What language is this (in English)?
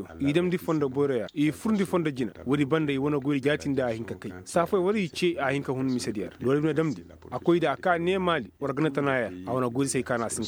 Koyraboro Senni